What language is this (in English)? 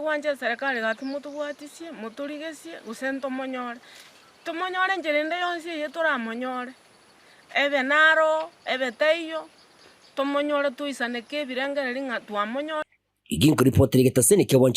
Gusii